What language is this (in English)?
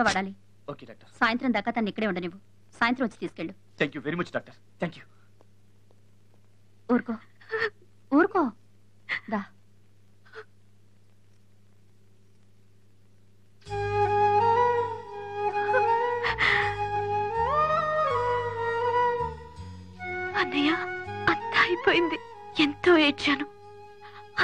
Telugu